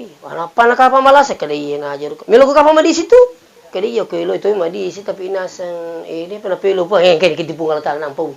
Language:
Buginese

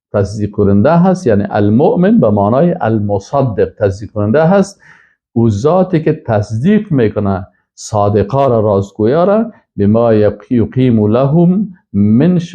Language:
Persian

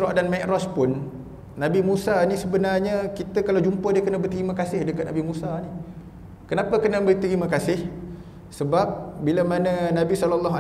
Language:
Malay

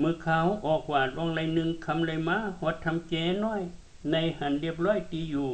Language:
Shan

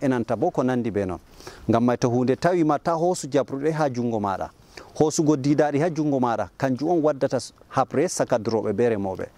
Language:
Fula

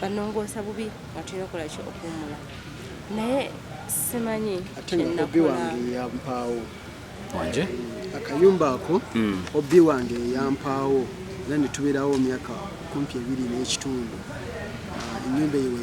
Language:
Ganda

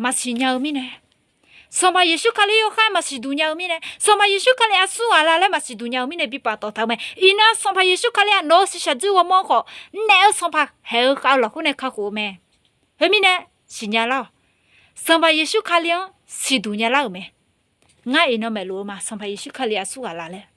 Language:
Akha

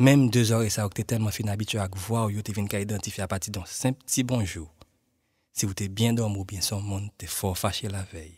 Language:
Haitian Creole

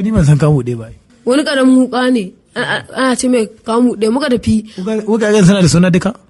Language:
Hausa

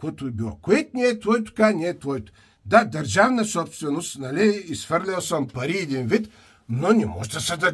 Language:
Bulgarian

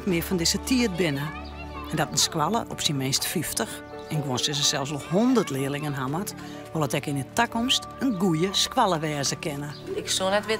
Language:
Western Frisian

